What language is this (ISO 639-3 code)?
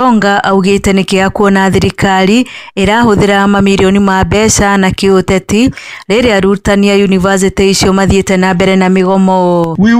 kik